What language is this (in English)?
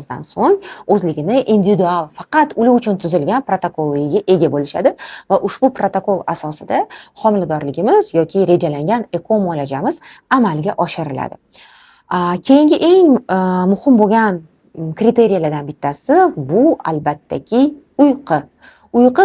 Uzbek